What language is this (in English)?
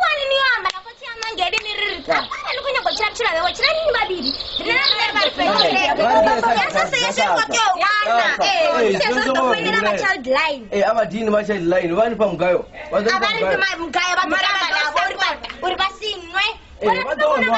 Venda